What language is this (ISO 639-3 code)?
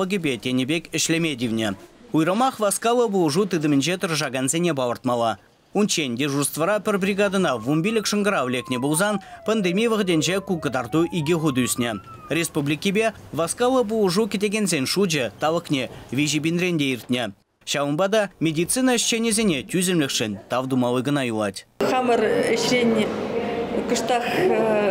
chv